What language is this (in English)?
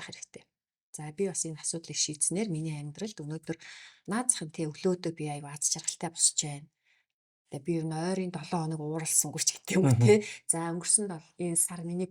Mongolian